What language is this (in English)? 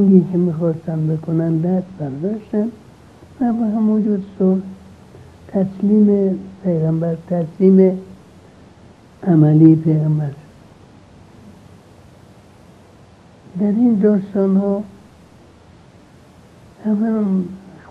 Persian